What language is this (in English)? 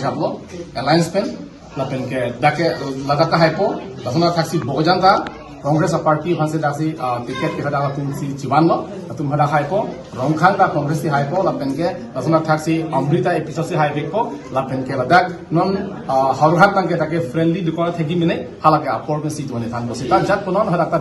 Karbi